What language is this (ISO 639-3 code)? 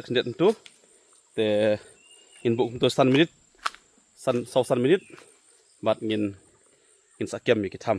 kha